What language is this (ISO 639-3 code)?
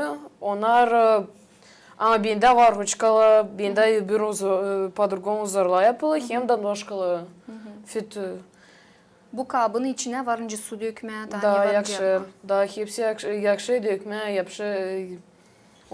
gag